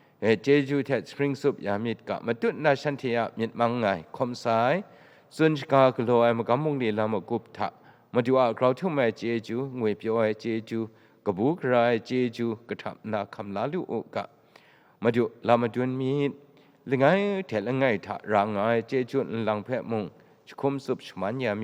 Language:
Kachin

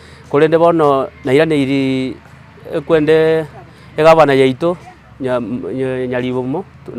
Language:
Gusii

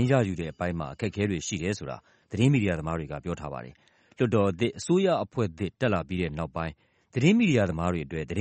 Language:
Burmese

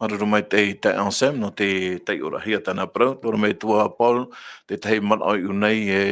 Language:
Tahitian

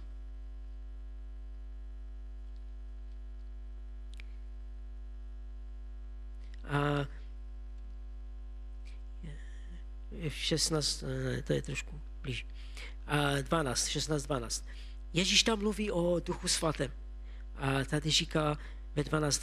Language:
Czech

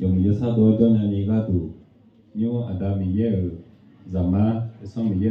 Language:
Akha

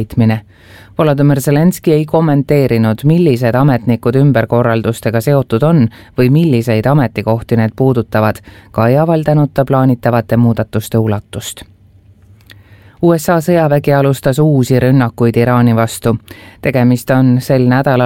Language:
Estonian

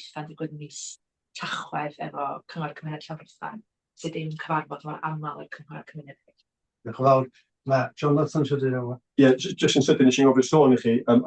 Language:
Welsh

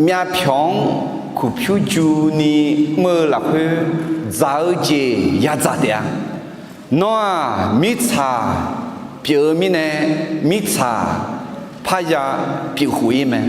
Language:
Akha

